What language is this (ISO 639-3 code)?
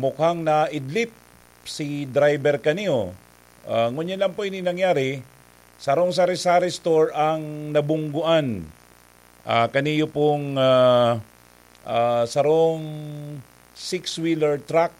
bik